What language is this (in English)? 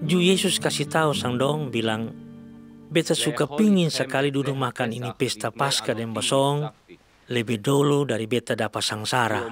Kupang Malay